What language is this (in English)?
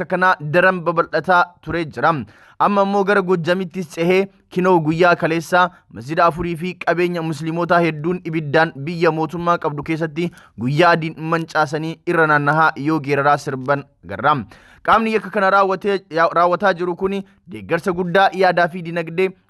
Oromo